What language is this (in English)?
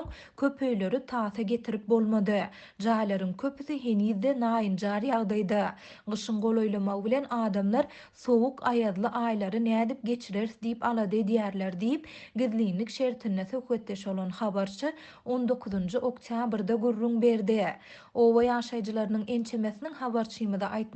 Turkmen